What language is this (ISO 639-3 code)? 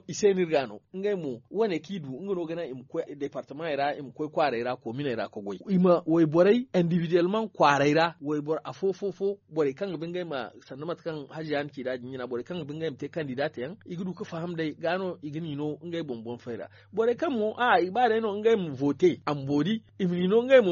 dje